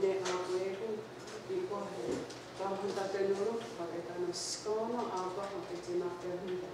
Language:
Mohawk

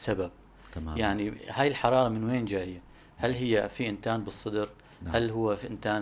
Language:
North Levantine Arabic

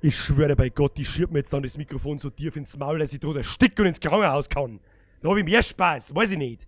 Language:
Bavarian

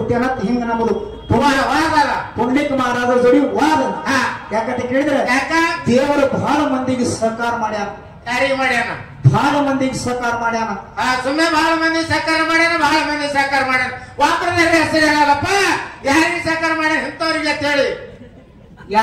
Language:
Kannada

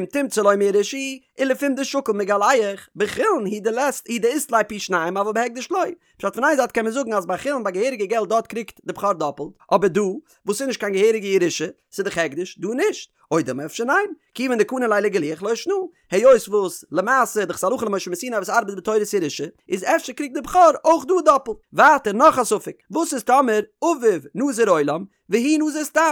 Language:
Yiddish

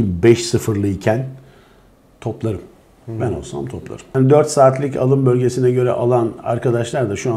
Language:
Turkish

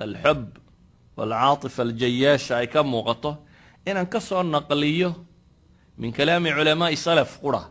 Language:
Somali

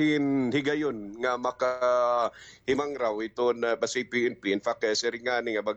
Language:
Waray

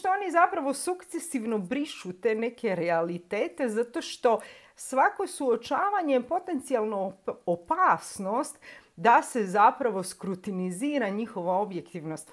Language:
Croatian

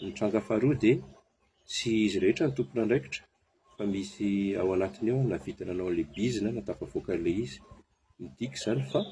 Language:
Malagasy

